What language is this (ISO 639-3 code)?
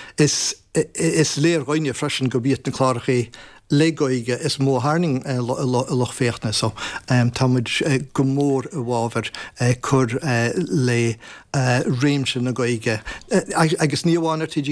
gle